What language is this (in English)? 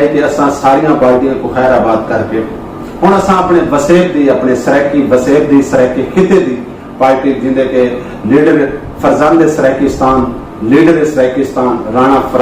Saraiki